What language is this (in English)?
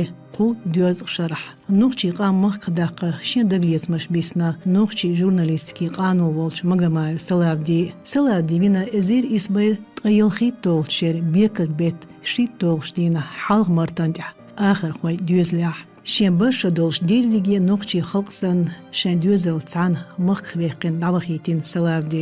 Chechen